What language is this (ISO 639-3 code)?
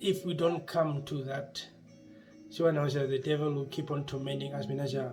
her